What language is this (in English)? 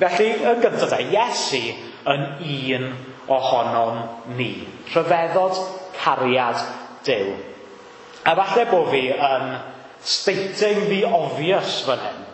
Welsh